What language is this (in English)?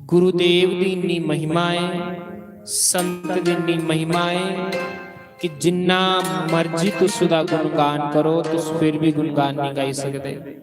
Dogri